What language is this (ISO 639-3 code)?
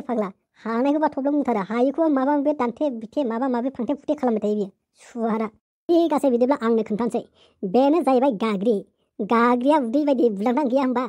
brx